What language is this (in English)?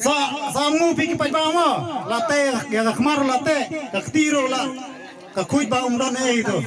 Khasi